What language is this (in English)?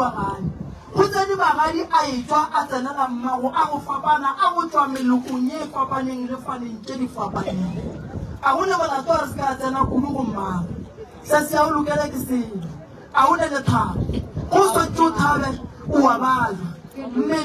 Northern Sotho